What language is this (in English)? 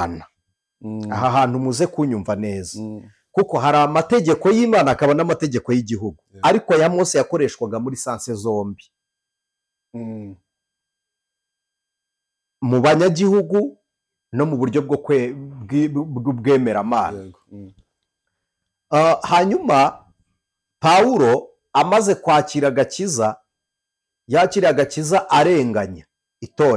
Kinyarwanda